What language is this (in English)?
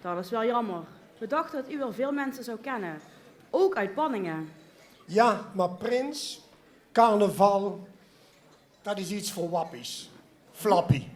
Limburgish